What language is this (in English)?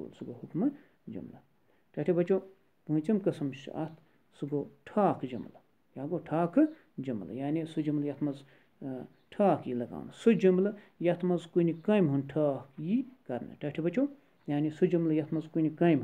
Kashmiri